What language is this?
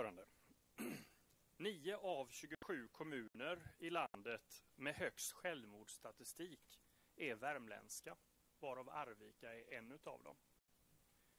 Swedish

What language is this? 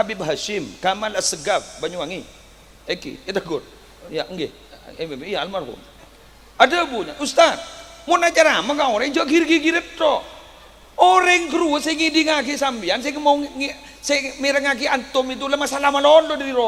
Madurese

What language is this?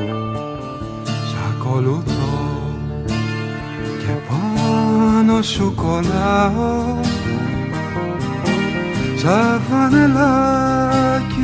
Greek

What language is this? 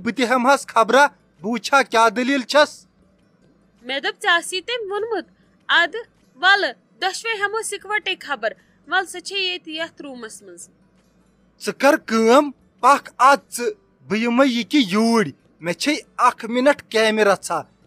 Kashmiri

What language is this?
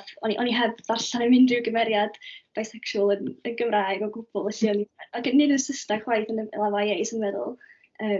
Welsh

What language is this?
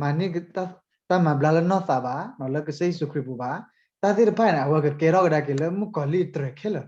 S'gaw Karen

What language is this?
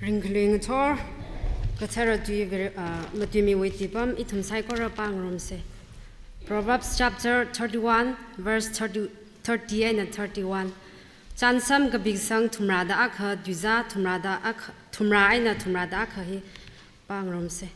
Tangkhul Naga (India)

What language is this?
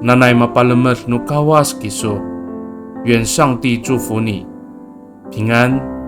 Amis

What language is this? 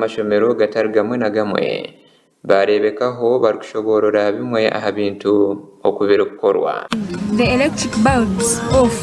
Nyankole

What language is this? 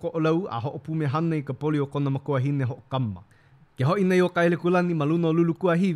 Hawaiian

